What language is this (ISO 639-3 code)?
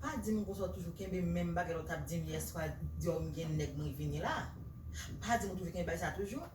hat